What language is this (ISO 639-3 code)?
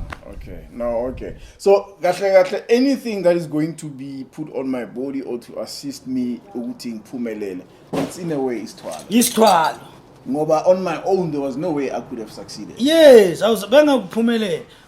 zul